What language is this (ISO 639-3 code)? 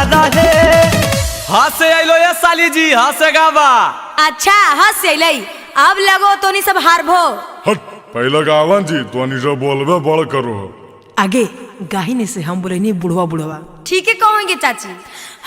mag